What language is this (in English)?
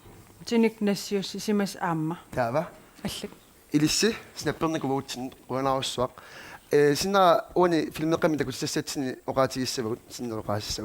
Kalaallisut